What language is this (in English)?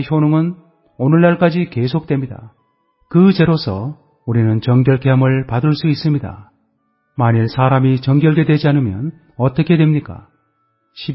Korean